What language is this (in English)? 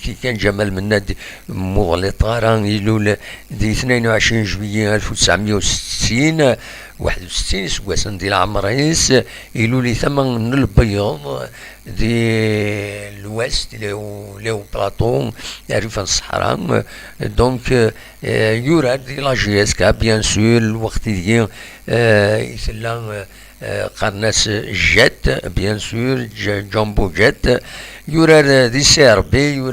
Kabyle